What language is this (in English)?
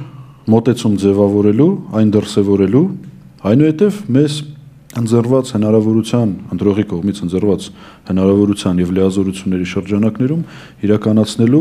Armenian